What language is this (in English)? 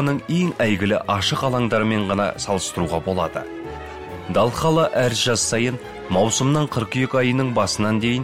Kazakh